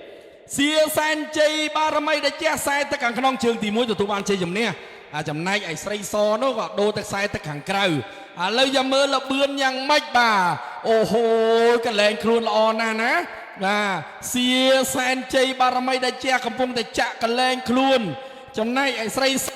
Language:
Khmer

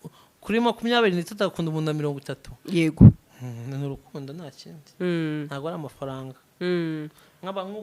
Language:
Kinyarwanda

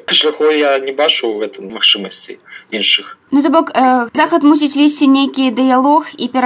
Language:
Belarusian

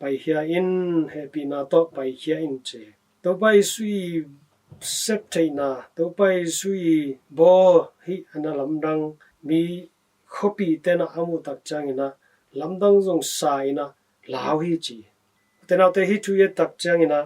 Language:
Tedim Chin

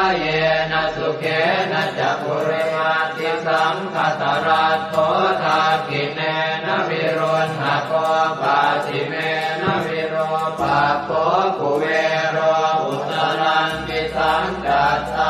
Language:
Pali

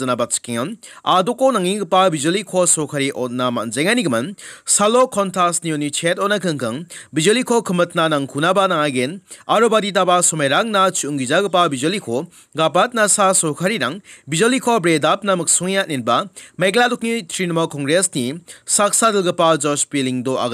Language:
Garo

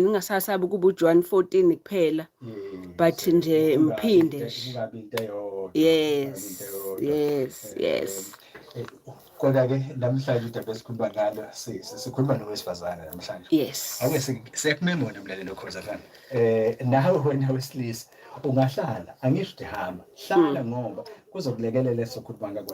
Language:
Zulu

